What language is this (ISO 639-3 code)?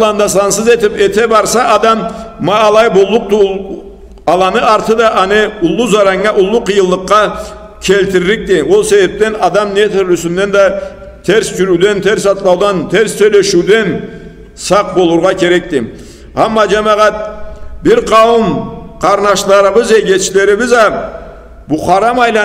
krc